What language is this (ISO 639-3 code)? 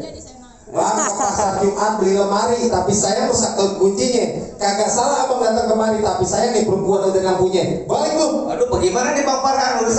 bew